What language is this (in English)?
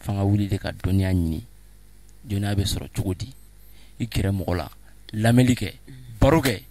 Bambara